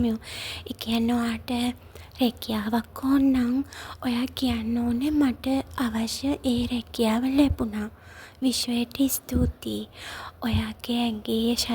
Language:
Sinhala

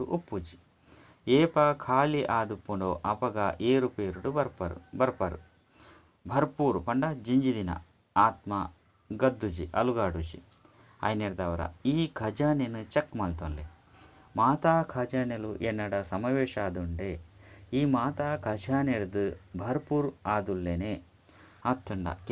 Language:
Tulu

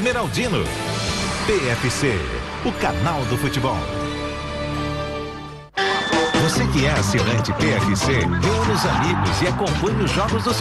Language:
Portuguese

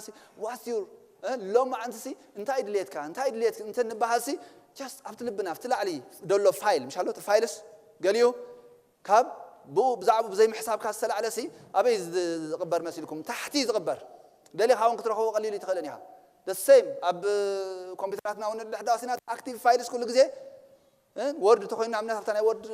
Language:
Tigrinya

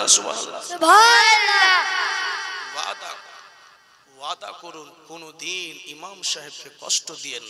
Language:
Bangla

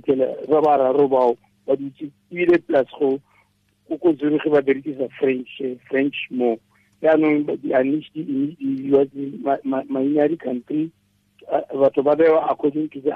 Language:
Tswana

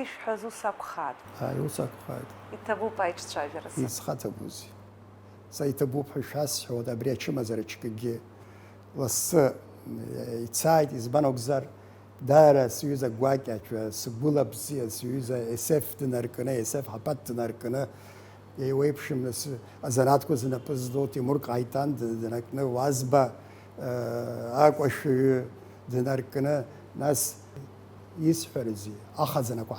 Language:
Abkhazian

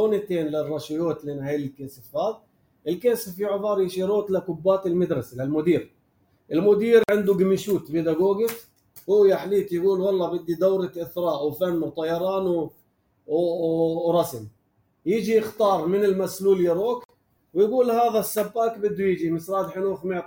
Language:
North Levantine Arabic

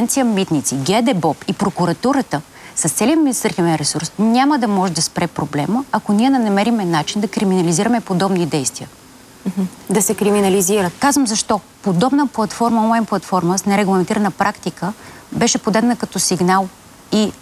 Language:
Bulgarian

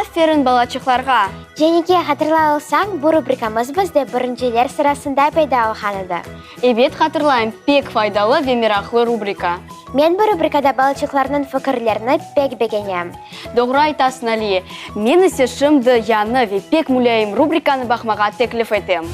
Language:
Crimean Tatar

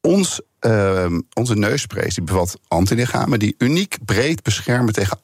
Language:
Dutch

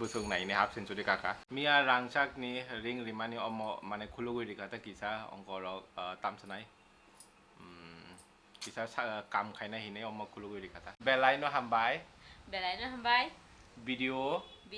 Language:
Kok Borok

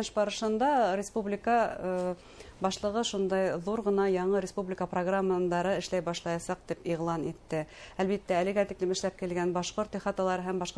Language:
Bashkir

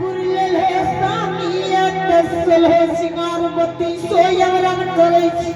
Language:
Angika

